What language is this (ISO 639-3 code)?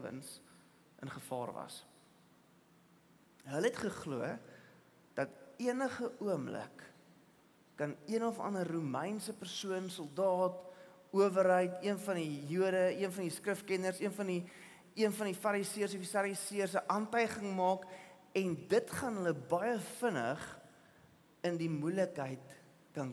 afr